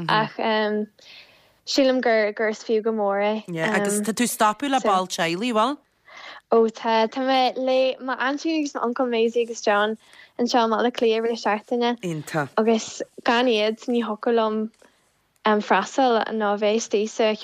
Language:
Irish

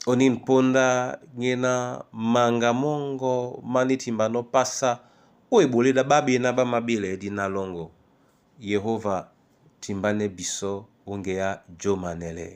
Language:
Duala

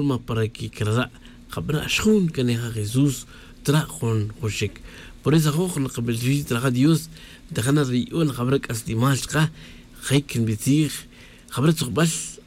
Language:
Tz'utujil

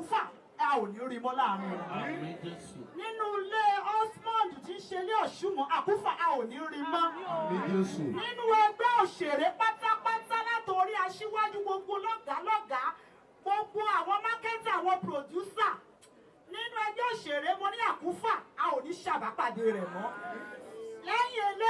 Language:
Yoruba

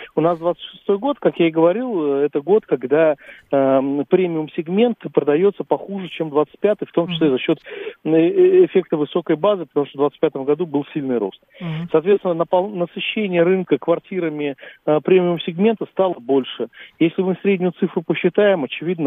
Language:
Russian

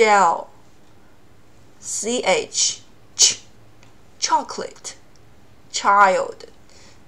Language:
Chinese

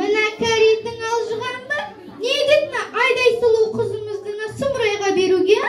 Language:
Kazakh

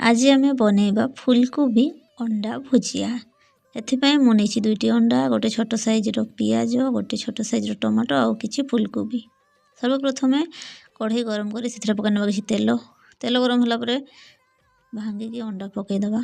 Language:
Odia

